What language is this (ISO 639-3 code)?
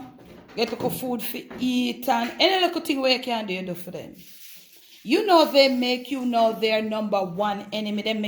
jam